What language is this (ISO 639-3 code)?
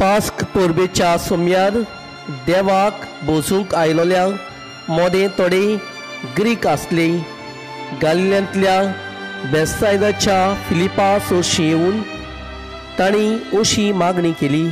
kok